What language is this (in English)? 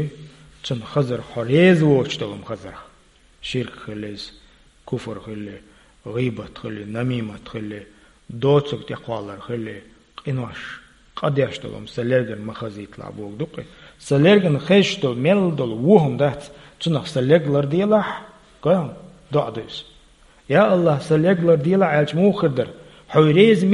Chechen